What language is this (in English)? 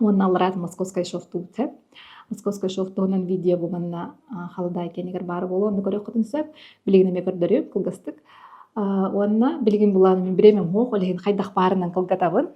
Yakut